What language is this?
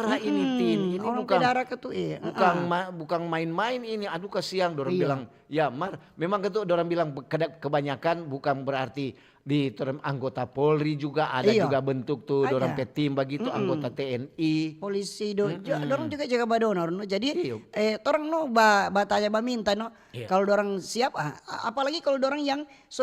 Manado Malay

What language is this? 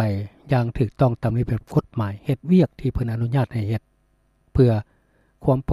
Lao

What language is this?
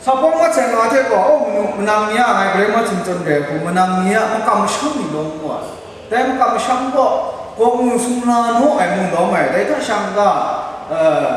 Kachin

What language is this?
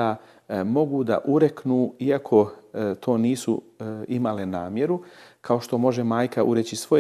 Bosnian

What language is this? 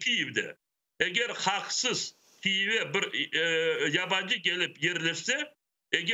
Crimean Tatar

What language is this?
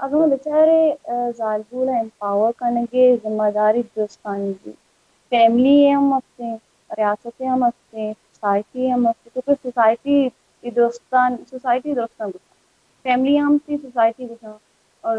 Baluchi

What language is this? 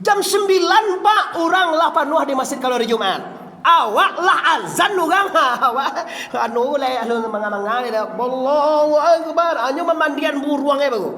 Minangkabau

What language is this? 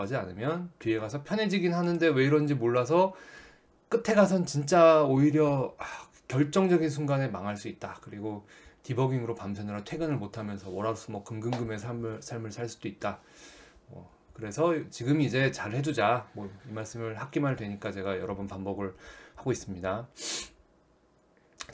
Korean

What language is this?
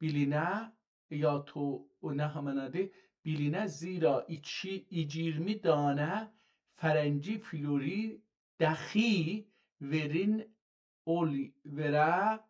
South Azerbaijani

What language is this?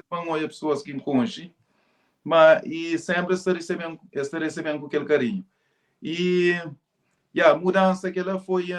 Kabuverdianu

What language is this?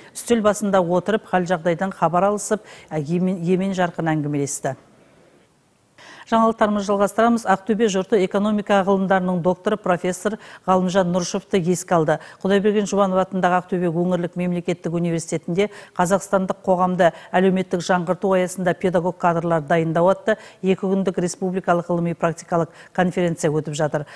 Kazakh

